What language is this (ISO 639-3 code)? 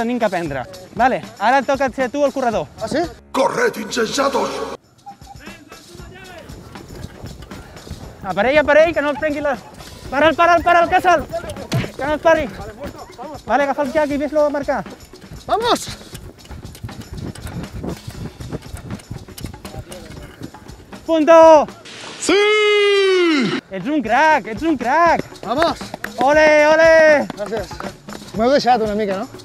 cat